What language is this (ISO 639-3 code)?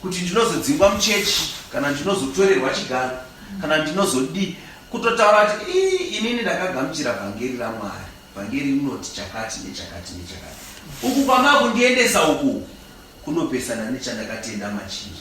sna